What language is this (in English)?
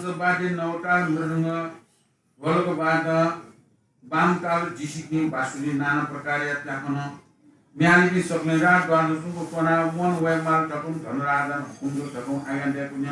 Newari